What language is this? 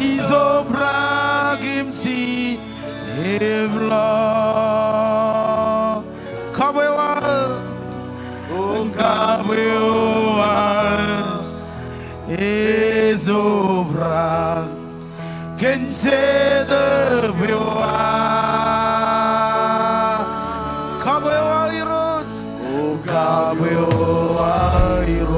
Marshallese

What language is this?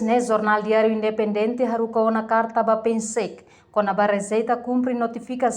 Tetum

